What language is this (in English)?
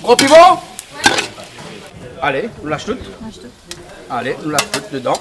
Réunion Creole French